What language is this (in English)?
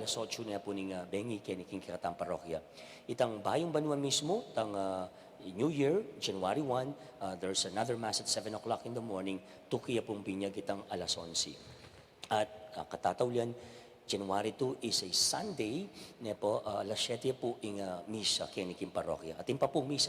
Pampanga